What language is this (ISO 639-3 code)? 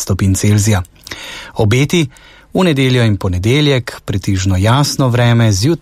slv